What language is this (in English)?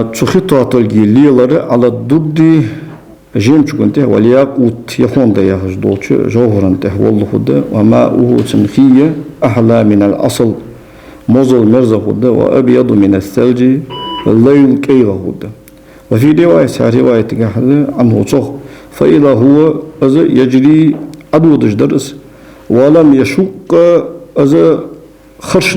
Ingush